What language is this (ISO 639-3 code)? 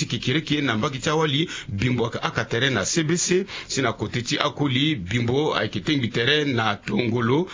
sag